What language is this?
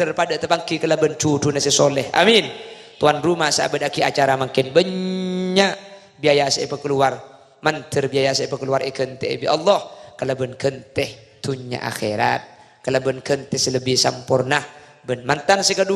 Madurese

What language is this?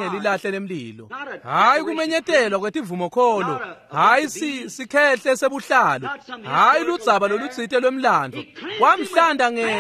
Swati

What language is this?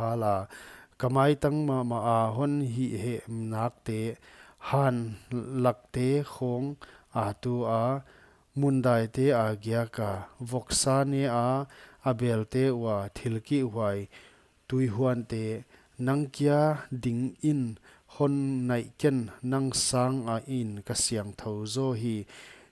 Paite Chin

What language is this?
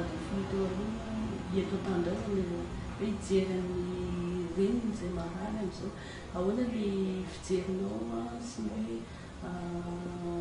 Malagasy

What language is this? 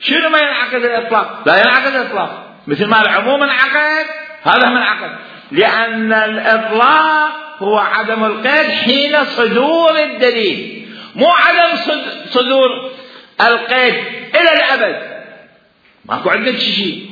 Mesopotamian Arabic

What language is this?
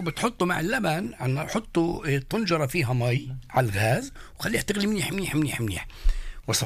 North Levantine Arabic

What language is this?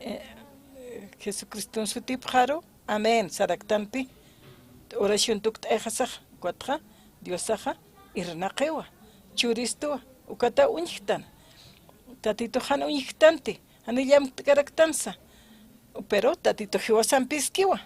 Aymara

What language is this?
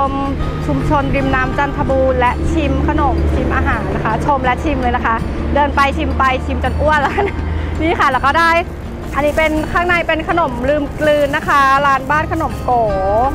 Thai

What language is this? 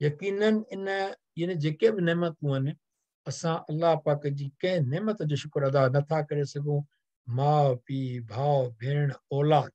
Sindhi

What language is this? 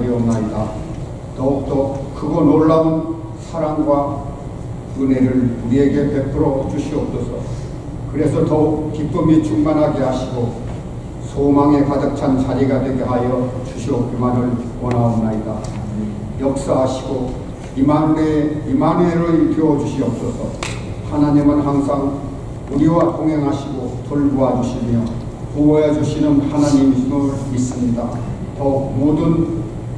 Korean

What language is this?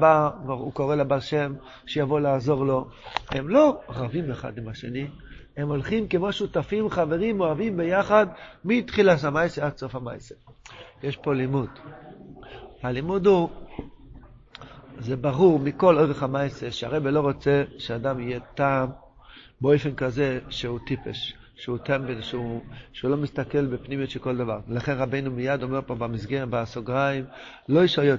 Hebrew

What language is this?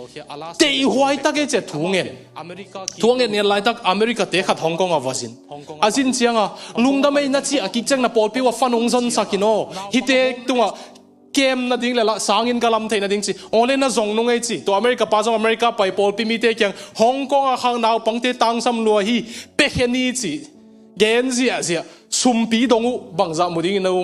Tedim Chin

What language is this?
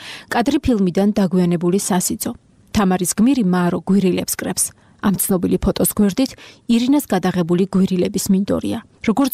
Georgian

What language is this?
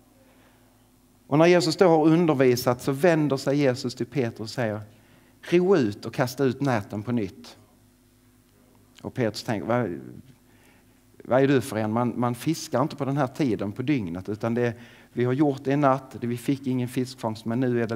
Swedish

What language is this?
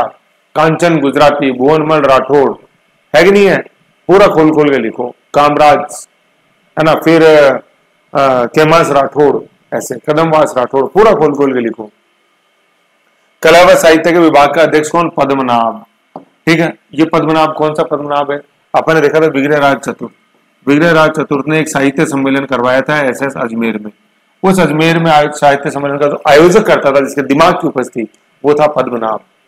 Hindi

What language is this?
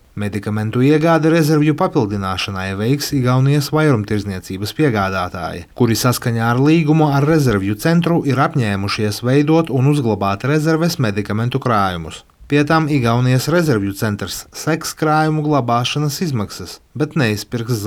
Latvian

